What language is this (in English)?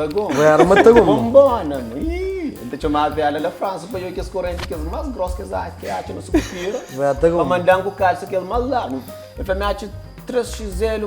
Kabuverdianu